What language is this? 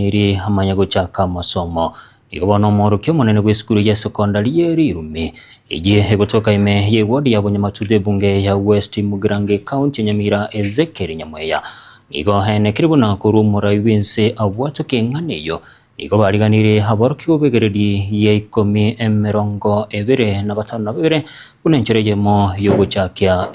Gusii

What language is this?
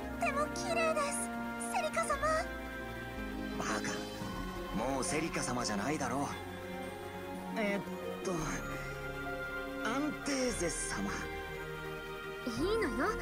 Japanese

